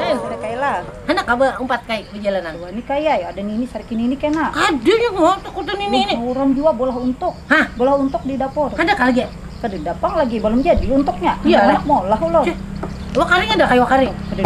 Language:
Banjar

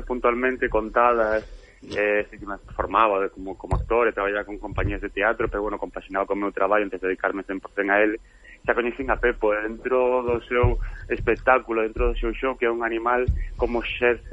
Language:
Galician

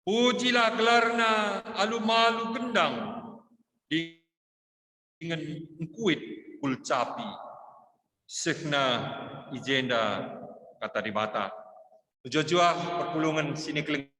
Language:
Batak Karo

